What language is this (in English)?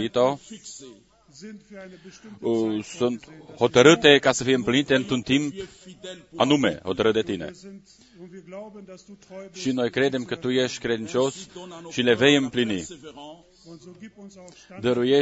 Romanian